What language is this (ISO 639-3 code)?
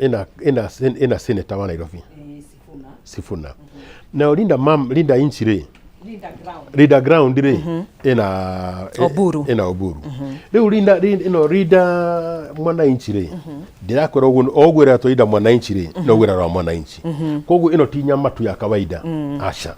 kik